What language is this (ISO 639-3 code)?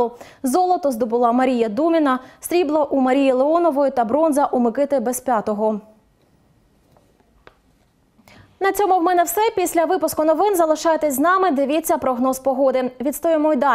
ukr